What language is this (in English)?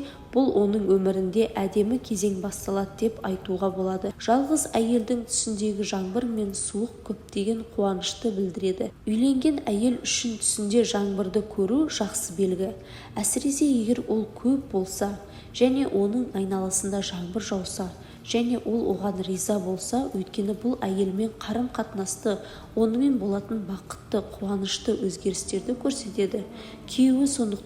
Kazakh